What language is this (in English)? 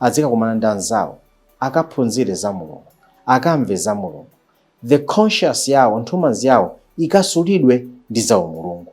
Nyanja